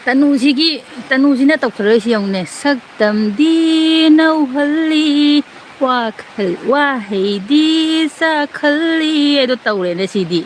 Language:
Manipuri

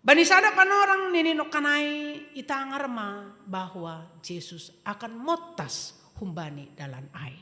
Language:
Batak Simalungun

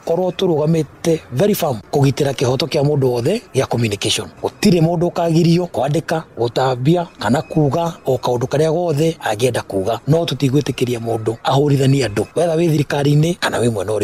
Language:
Kikuyu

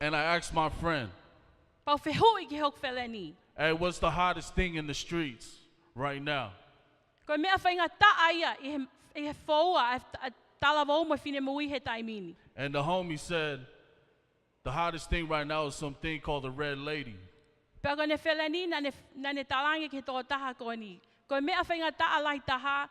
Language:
Tongan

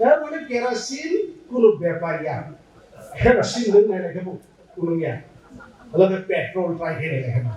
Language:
Kok Borok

